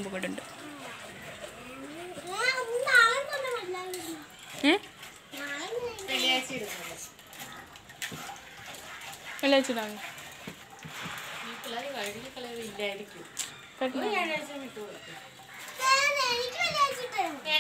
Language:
Malayalam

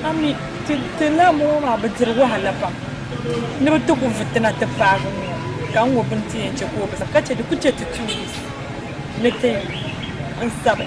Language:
Dagbani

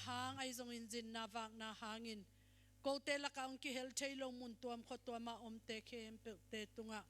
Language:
Tedim Chin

